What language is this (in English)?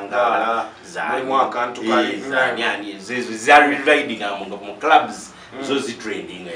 Ganda